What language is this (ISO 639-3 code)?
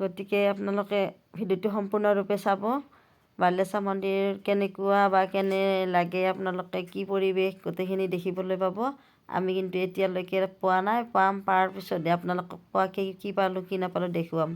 asm